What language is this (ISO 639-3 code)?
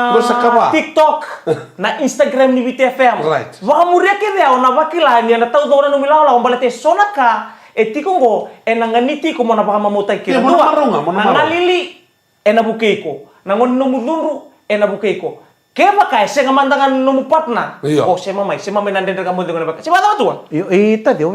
fij